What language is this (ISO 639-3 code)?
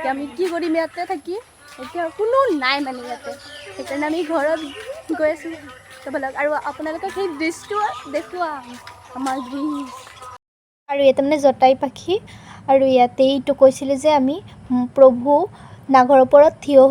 asm